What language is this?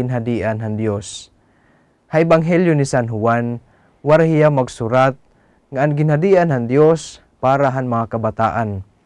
Waray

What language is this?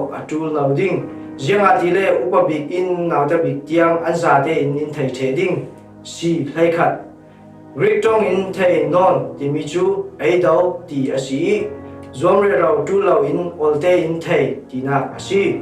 Falam Chin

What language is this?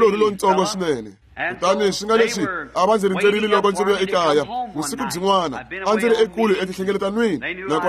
Tsonga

